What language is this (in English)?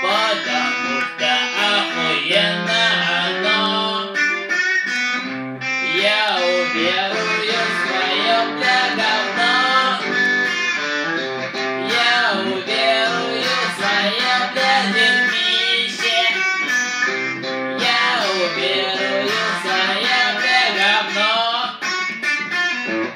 Russian